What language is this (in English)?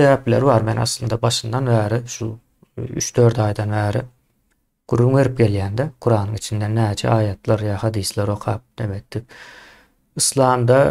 Turkmen